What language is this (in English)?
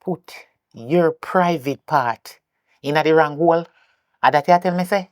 Jamaican Creole English